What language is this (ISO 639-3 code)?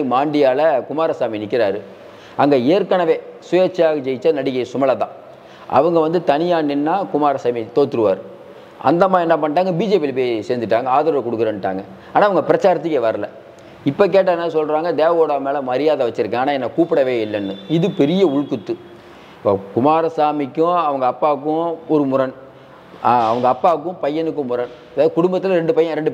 tam